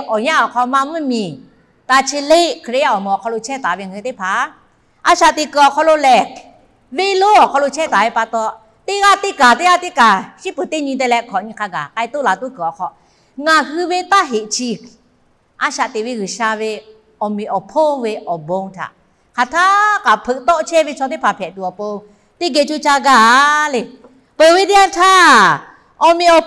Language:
Lahu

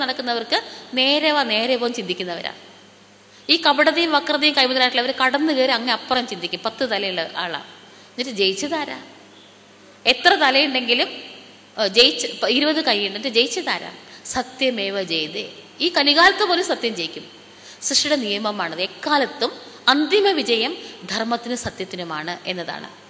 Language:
Malayalam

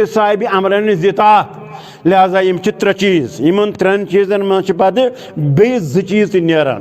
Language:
Kashmiri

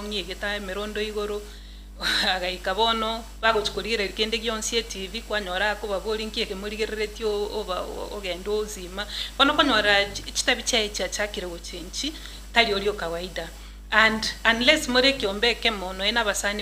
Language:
Gusii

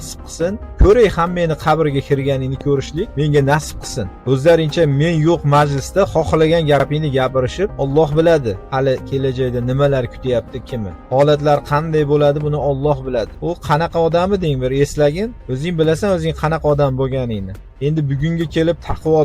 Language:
Uzbek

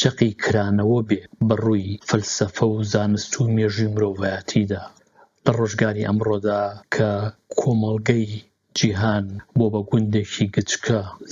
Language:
Central Kurdish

